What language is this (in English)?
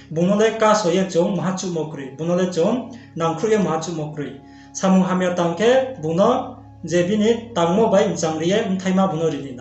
Riang (India)